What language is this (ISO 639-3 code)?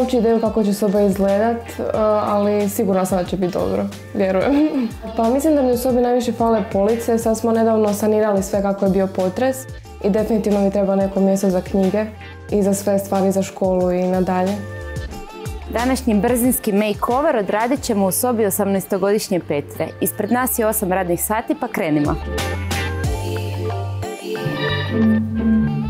hrv